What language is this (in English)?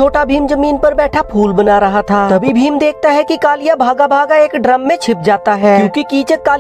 Hindi